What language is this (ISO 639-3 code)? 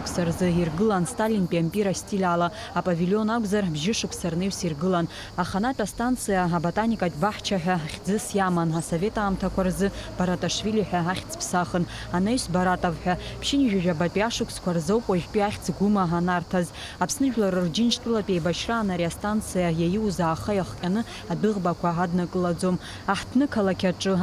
abk